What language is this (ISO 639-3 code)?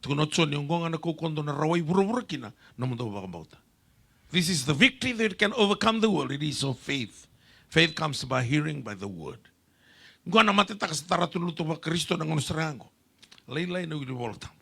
fij